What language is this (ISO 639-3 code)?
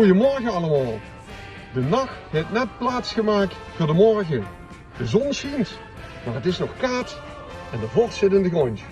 lim